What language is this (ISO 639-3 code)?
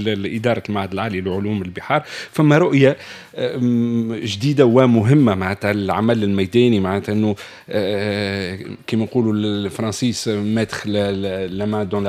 aeb